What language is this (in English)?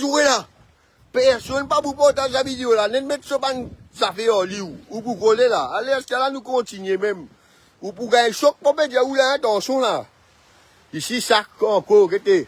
Morisyen